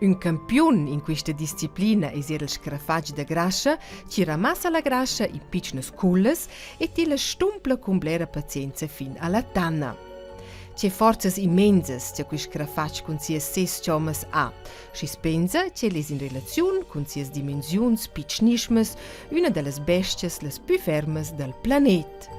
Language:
Romansh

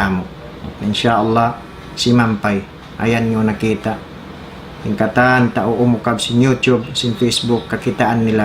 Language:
Tausug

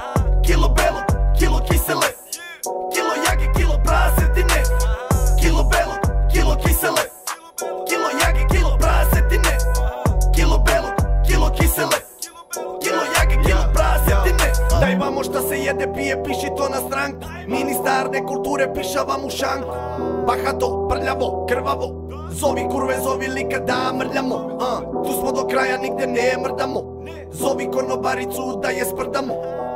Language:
Serbian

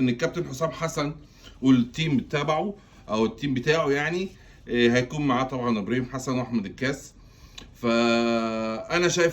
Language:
Egyptian Arabic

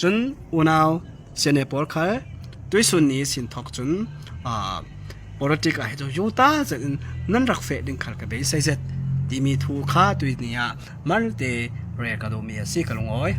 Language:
Hakha Chin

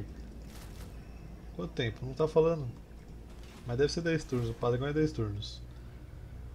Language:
Portuguese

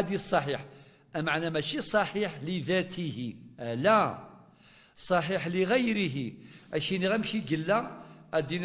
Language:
Kabyle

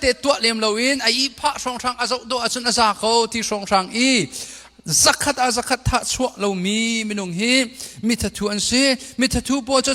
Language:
Hakha Chin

